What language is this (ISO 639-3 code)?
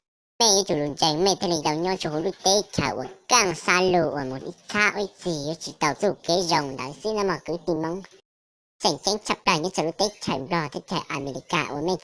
hmn